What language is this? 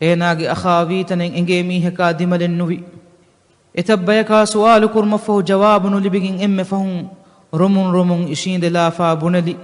Divehi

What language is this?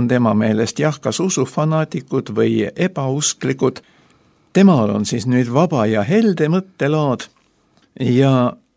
Estonian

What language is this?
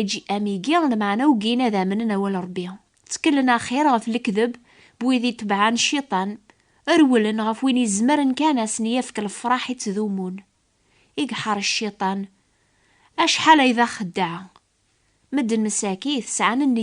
Kabyle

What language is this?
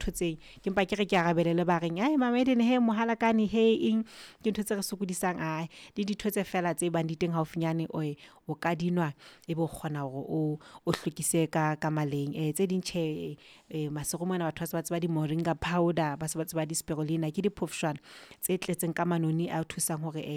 Southern Sotho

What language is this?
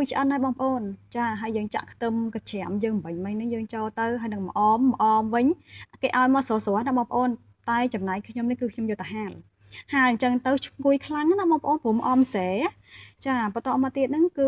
Khmer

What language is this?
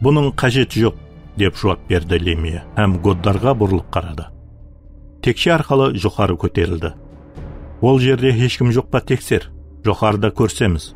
Kara-Kalpak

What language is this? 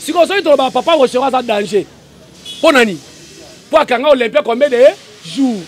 Lingala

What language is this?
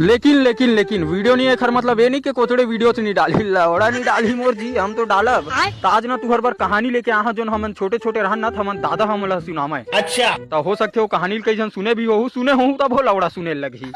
Chhattisgarhi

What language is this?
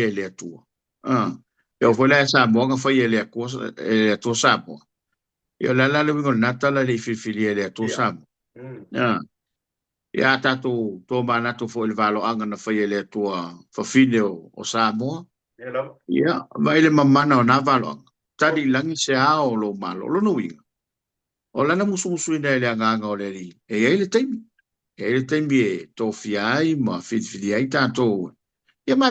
Samoan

